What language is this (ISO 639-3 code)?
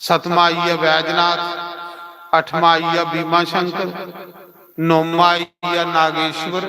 doi